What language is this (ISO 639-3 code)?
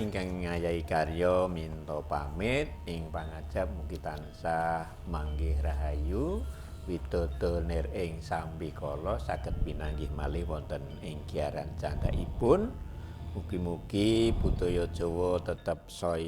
jav